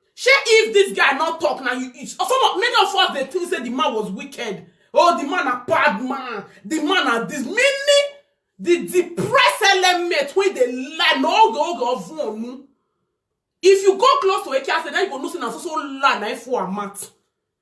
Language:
Nigerian Pidgin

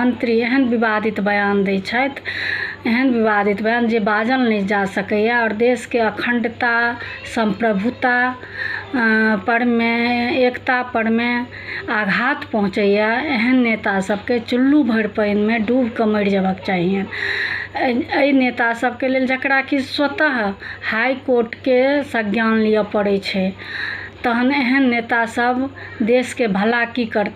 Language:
Maithili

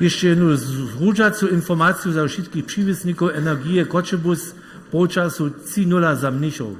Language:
Upper Sorbian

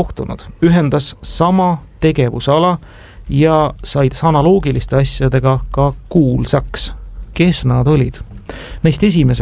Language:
Estonian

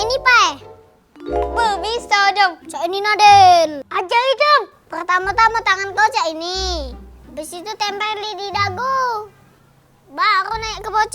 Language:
Musi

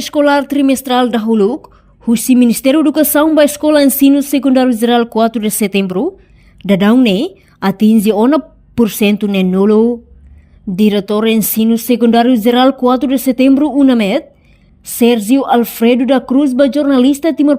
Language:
Tetum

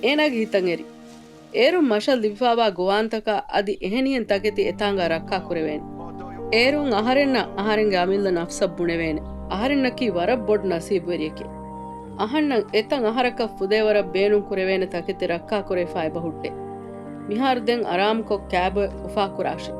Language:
Divehi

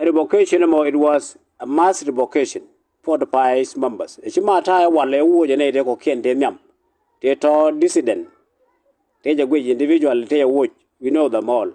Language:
Nuer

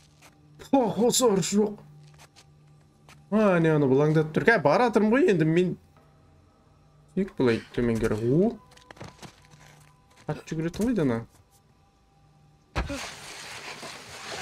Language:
Kazakh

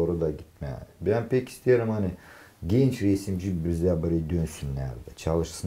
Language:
Gagauz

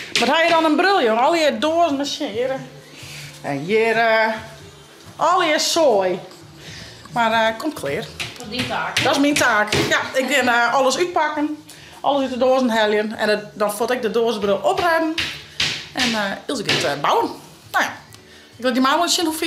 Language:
Western Frisian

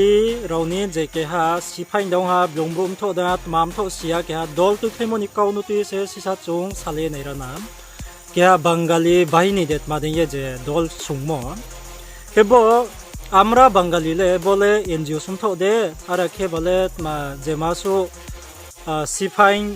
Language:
Riang (India)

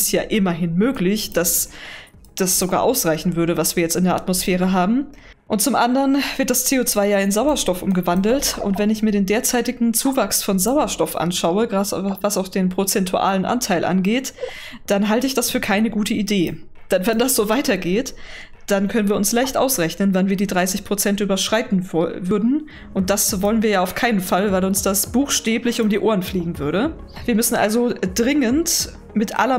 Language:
German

